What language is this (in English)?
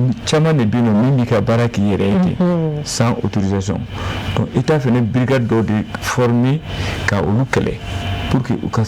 Bambara